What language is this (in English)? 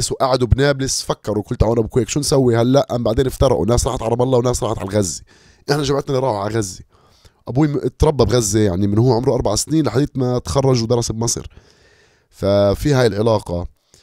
North Levantine Arabic